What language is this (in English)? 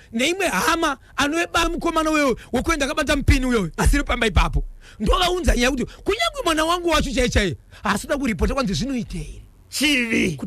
Shona